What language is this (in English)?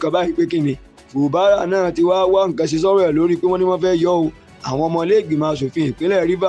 Yoruba